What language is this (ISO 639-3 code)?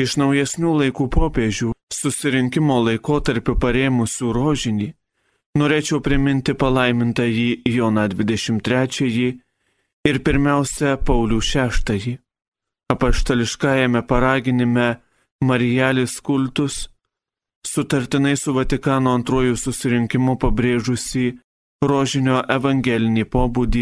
lit